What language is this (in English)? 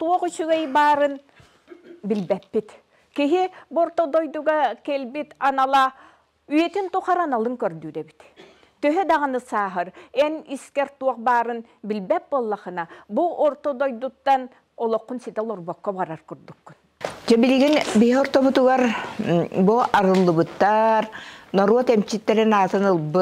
Yakut